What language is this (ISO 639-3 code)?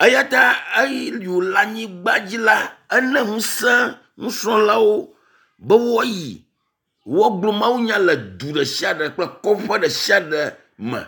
ewe